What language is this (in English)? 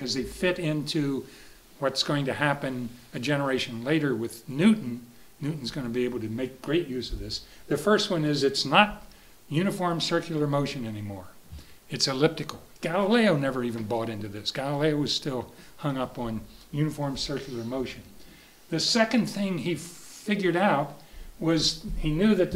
English